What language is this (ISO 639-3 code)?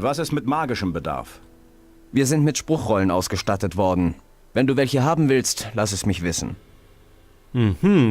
bar